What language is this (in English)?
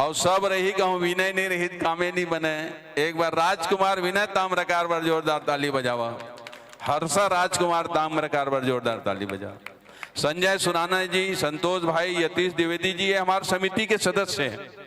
Chhattisgarhi